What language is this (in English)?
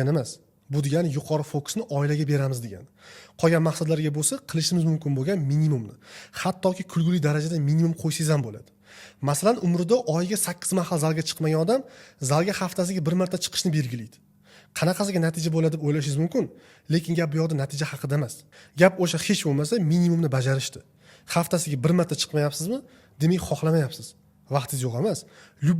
Uzbek